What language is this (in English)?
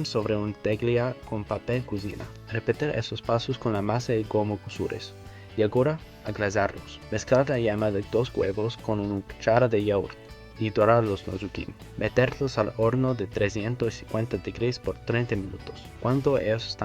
Ladino